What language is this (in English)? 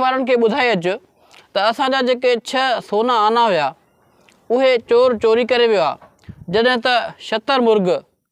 Sindhi